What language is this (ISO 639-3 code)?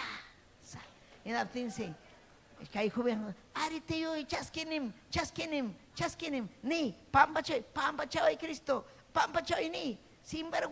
quy